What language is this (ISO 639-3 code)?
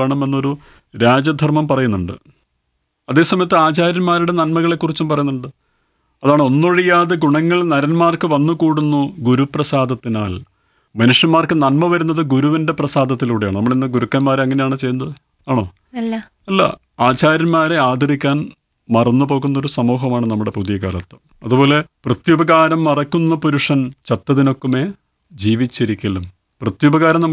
mal